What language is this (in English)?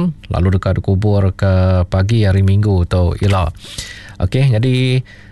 Iban